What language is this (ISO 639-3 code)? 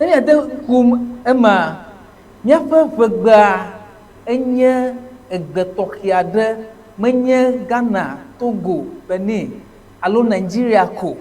ewe